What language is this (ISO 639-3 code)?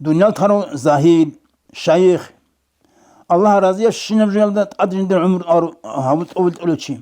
ava